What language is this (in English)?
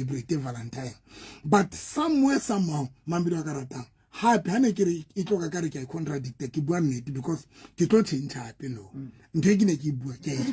Southern Sotho